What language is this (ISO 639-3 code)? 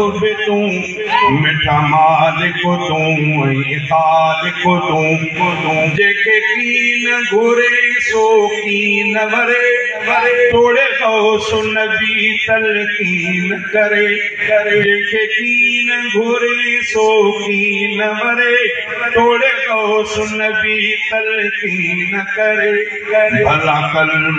snd